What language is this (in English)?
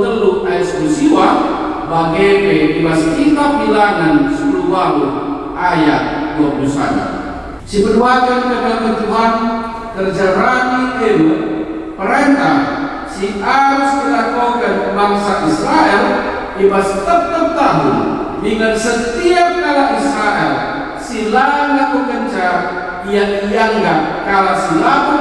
Batak Karo